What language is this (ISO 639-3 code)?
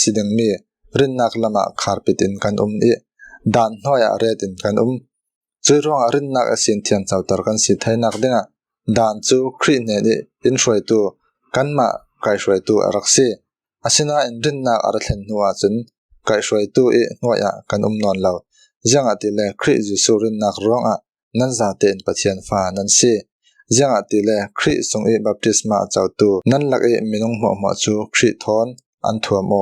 cfm